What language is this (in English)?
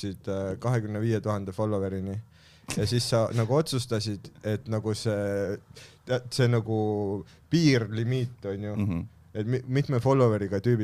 Estonian